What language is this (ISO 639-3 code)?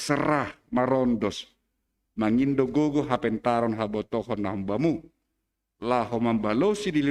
bts